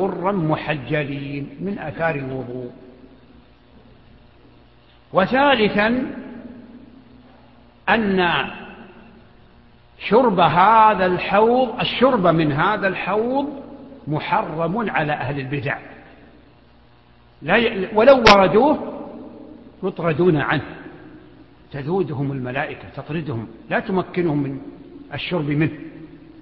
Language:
Arabic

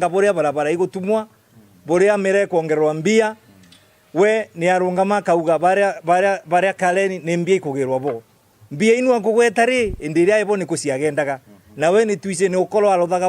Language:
Meru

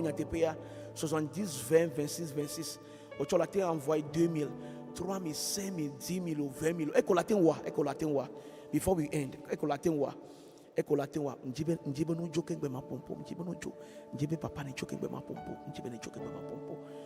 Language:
Ewe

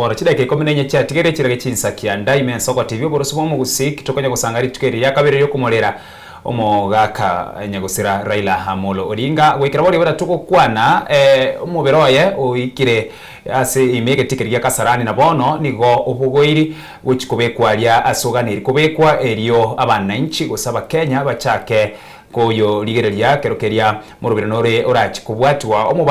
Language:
Gusii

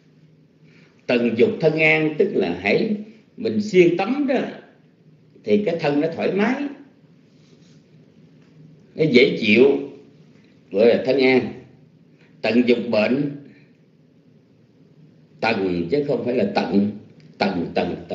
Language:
Vietnamese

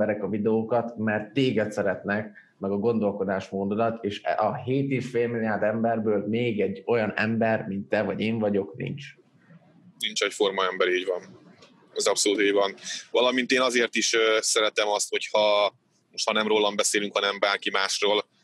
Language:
Hungarian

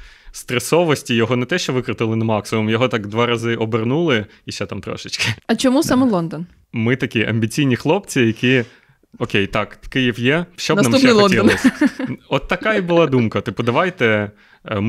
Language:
Ukrainian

